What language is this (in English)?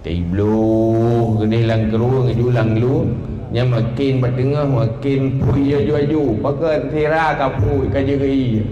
Achinese